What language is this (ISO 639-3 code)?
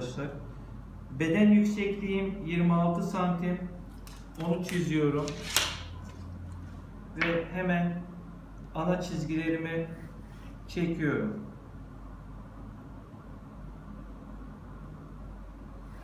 tur